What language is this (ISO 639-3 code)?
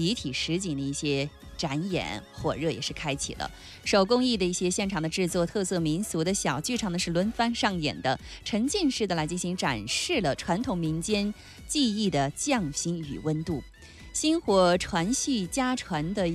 zho